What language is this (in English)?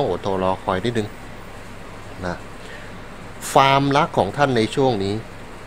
Thai